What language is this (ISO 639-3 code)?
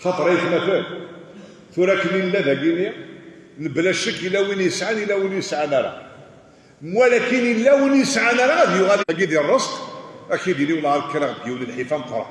kab